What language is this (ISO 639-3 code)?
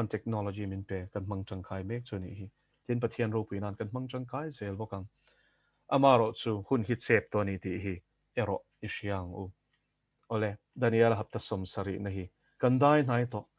lus